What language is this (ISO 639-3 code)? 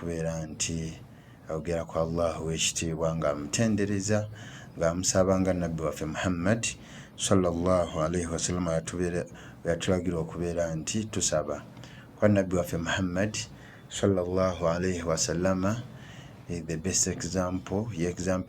lug